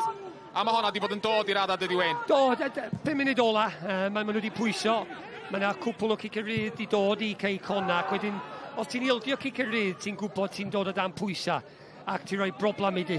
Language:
Welsh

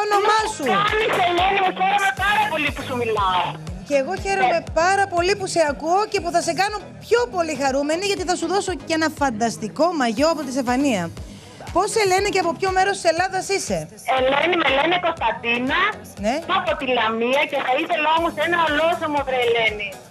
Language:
Greek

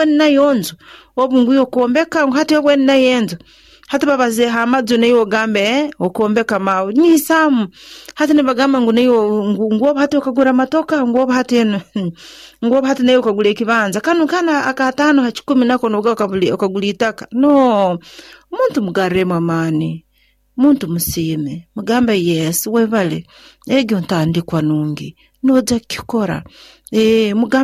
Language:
Nyoro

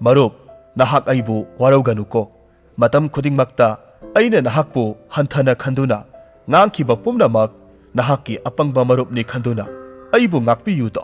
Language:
Manipuri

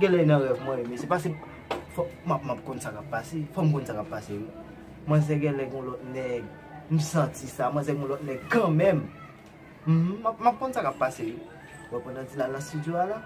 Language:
Haitian Creole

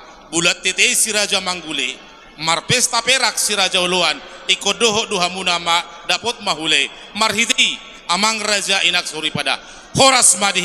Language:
Batak Toba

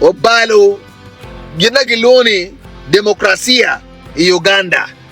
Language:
Acoli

